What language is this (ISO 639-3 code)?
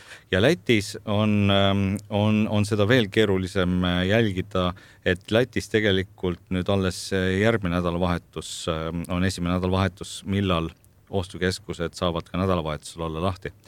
est